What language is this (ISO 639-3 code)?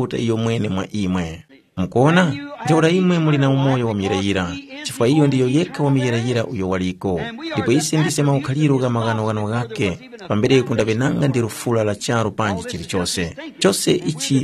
tum